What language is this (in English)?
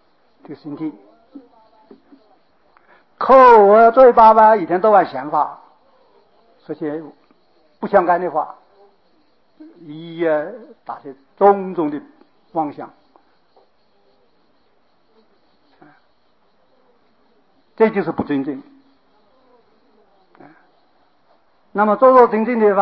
Chinese